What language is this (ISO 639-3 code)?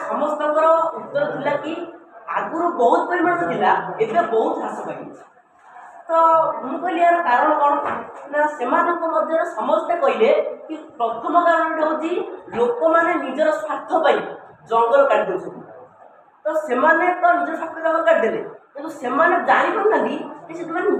ori